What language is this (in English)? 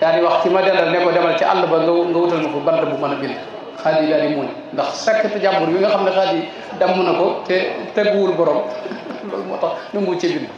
Wolof